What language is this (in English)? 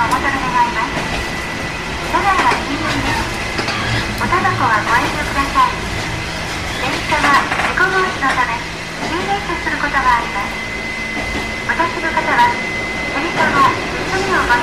Japanese